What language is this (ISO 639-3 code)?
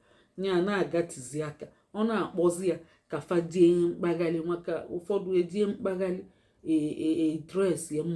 ibo